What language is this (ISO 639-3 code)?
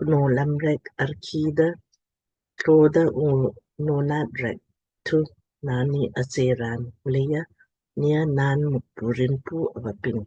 lmk